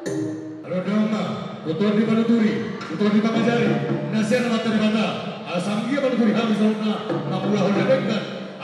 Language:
Batak Toba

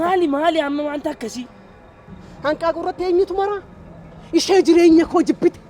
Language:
Oromo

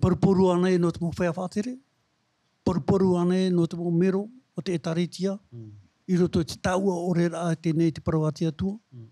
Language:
Tahitian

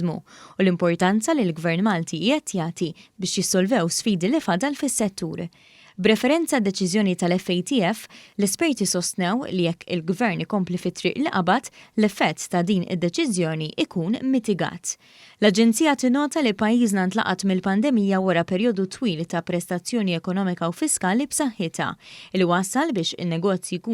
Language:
Maltese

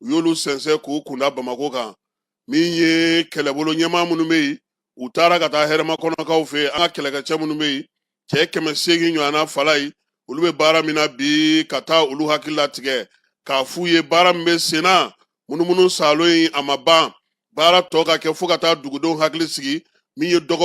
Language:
Bambara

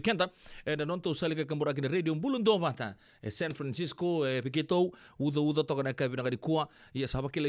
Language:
Fijian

